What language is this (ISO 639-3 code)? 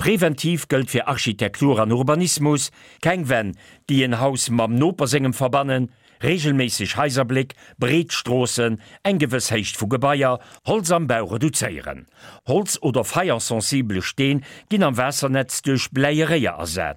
ltz